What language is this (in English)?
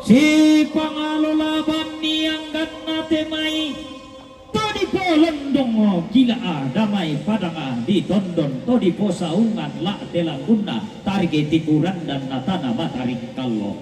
Toraja-Sa'dan